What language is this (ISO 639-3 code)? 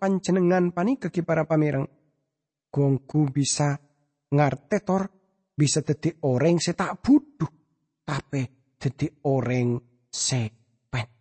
mad